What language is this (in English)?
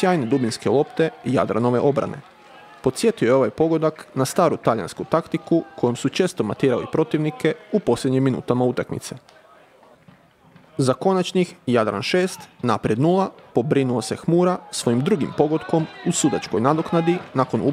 Croatian